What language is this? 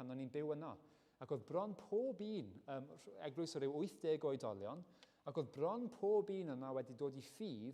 Welsh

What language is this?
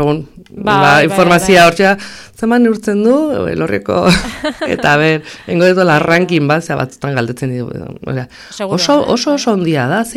Basque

